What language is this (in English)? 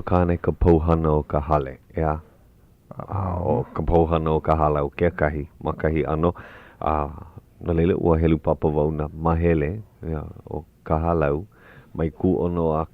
Hawaiian